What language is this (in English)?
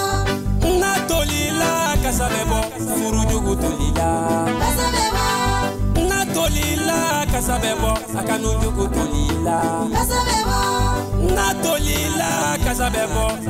Bambara